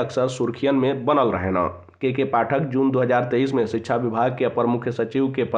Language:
Bhojpuri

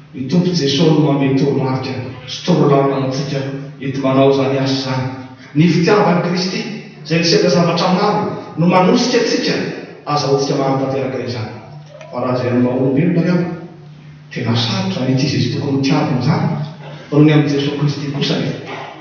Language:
Malagasy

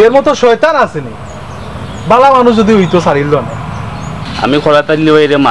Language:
Sylheti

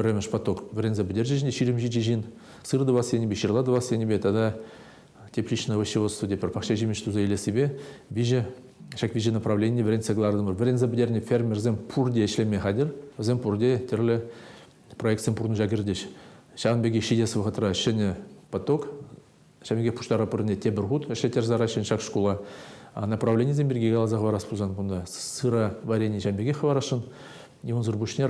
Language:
Chuvash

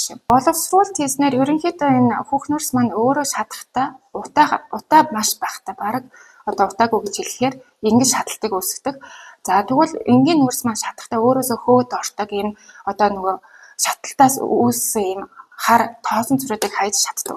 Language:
Mongolian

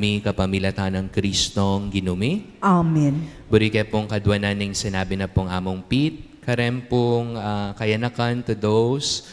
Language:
Pampanga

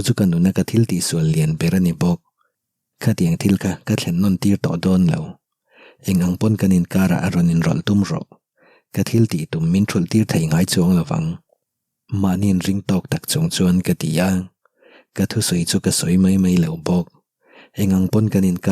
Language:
Mizo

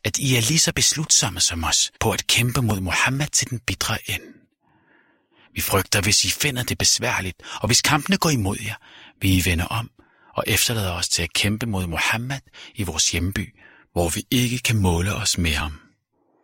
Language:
Danish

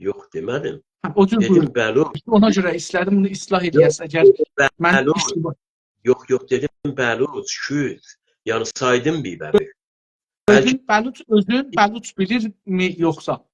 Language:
South Azerbaijani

